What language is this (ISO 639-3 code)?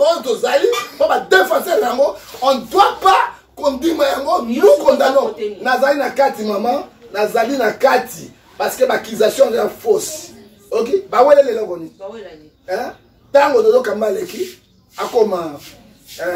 lin